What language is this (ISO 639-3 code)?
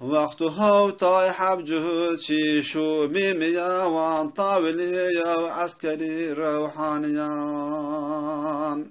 zza